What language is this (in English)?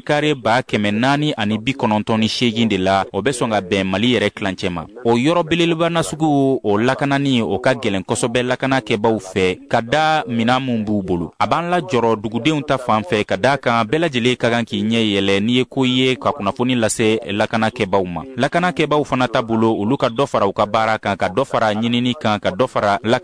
Bambara